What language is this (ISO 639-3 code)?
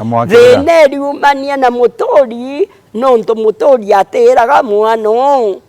mer